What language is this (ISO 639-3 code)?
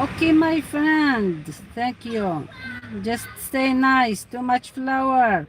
arq